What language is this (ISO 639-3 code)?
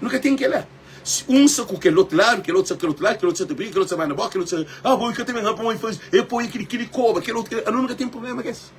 kea